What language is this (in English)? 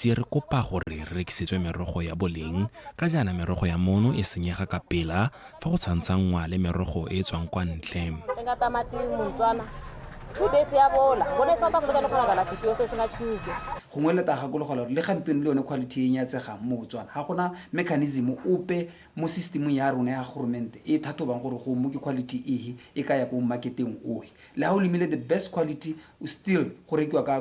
Tswana